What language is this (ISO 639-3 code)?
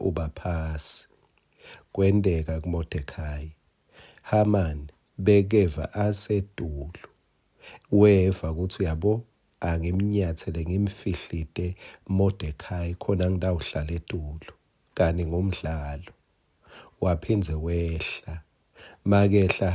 ssw